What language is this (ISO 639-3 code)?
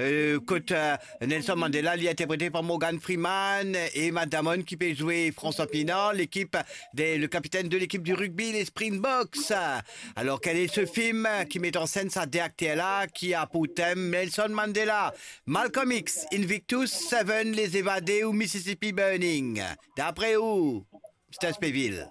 mfe